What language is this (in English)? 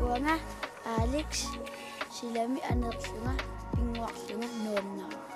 Kalaallisut